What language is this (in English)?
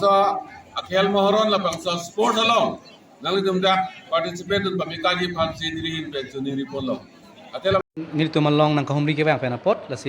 Karbi